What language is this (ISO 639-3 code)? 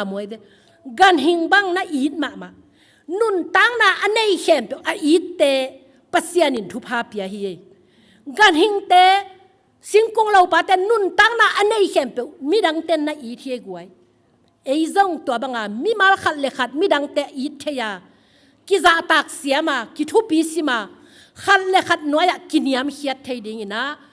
ctd